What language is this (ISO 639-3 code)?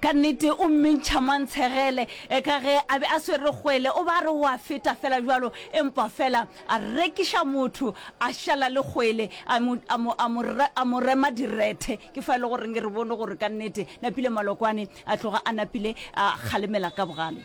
nso